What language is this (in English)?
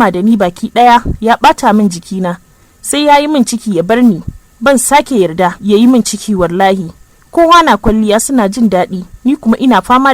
Hausa